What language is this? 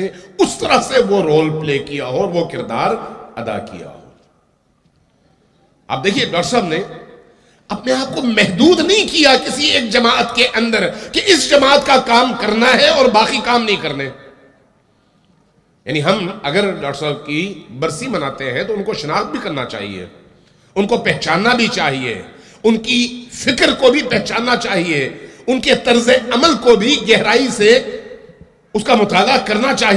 Urdu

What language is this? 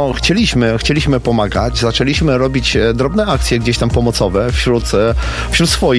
Polish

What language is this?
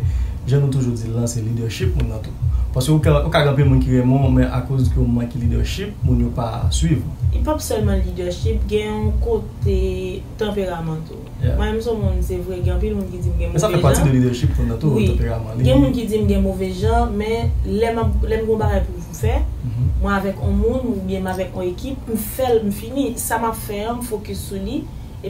Haitian Creole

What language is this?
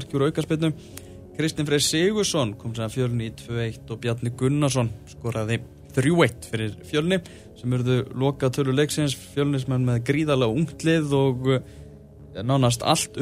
Icelandic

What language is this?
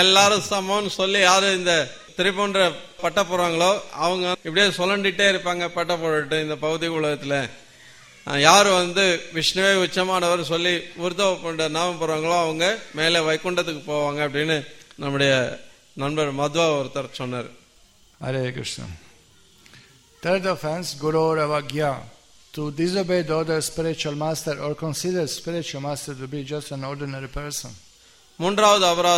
Tamil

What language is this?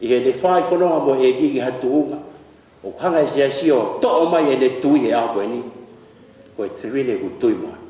Tongan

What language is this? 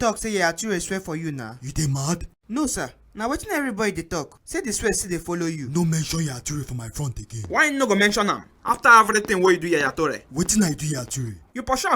Nigerian Pidgin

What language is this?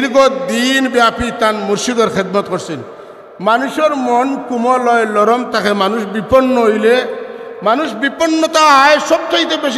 Sylheti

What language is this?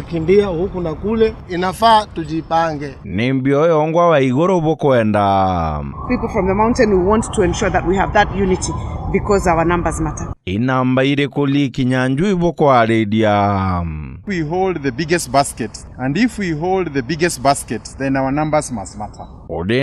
Meru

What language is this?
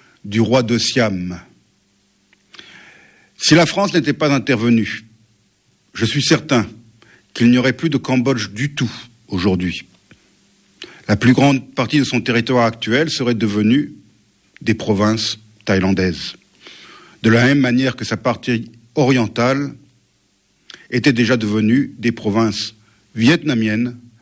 French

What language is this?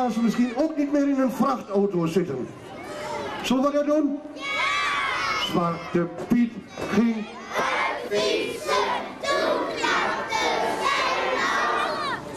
Dutch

